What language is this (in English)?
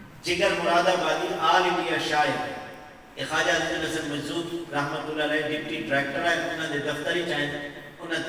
Saraiki